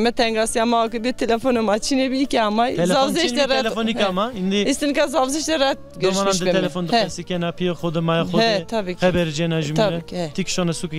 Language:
Zaza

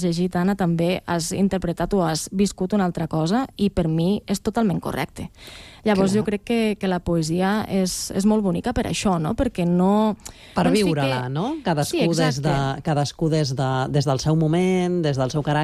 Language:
Catalan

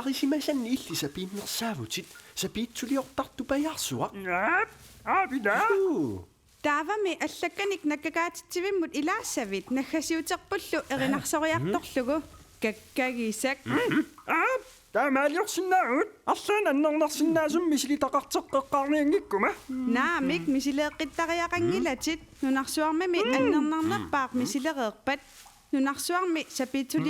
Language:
Kalaallisut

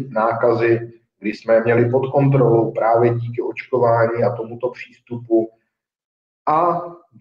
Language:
Czech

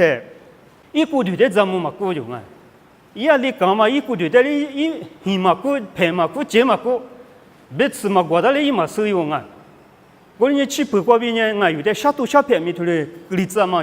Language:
Lisu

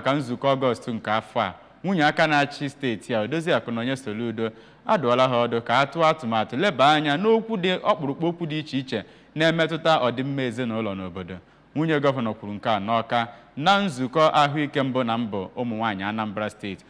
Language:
Igbo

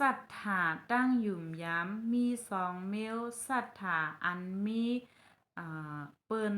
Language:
Shan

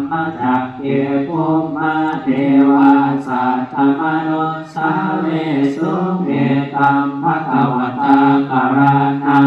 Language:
Pali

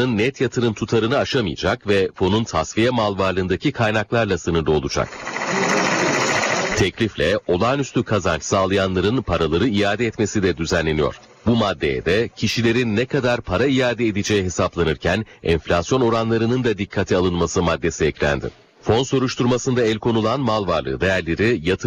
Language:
Turkish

